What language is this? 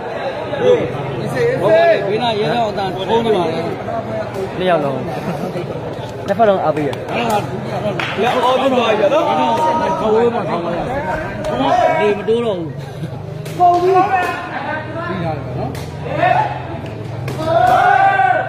Burmese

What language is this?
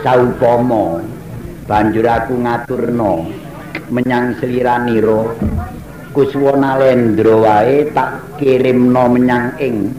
Javanese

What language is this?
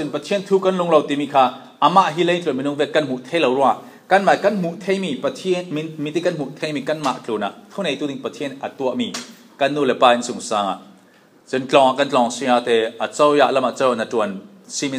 Falam Chin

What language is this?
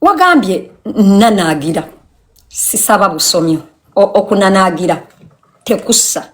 Ganda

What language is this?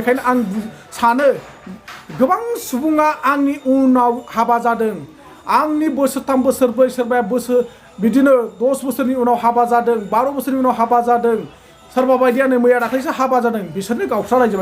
Bodo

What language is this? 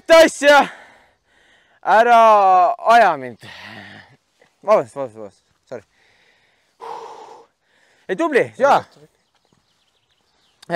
Estonian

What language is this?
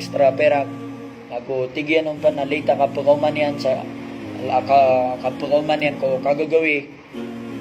Maranao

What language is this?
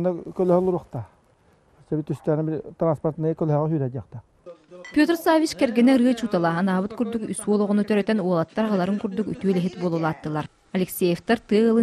Yakut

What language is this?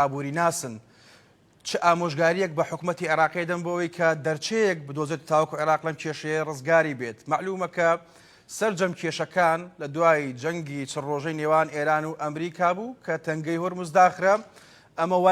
Central Kurdish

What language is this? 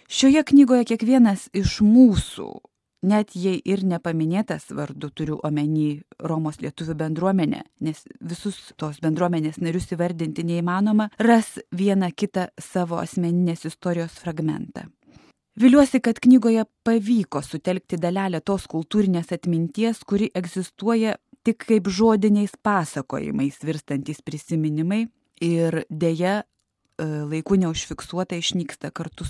Lithuanian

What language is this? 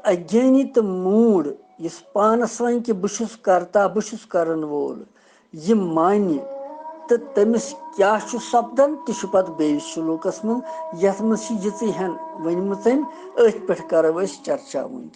Kashmiri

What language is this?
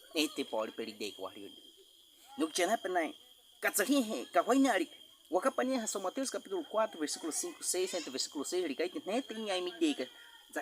Baniwa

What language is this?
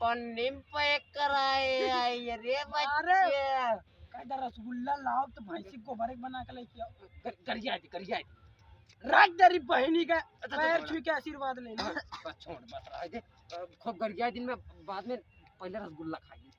Awadhi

